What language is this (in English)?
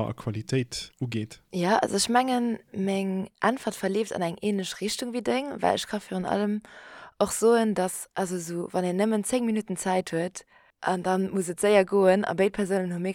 Luxembourgish